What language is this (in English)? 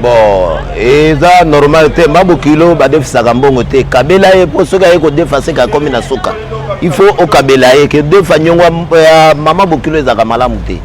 Lingala